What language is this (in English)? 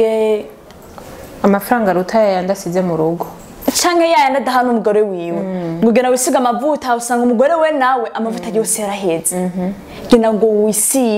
Rundi